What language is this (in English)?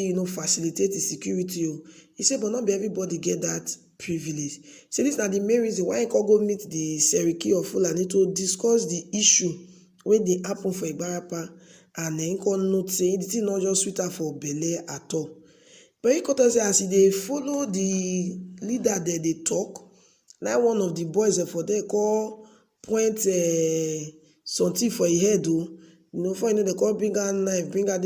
Nigerian Pidgin